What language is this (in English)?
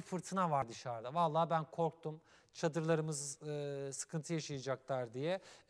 Turkish